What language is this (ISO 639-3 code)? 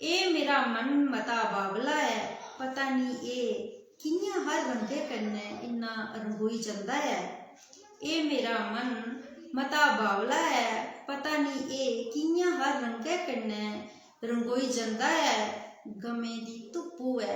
doi